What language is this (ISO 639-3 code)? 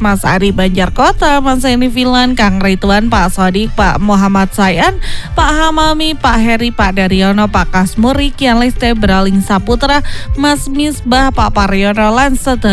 jav